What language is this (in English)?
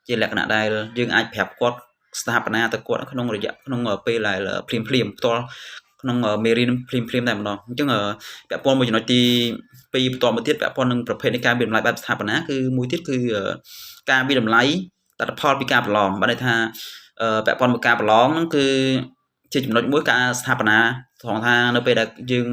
Khmer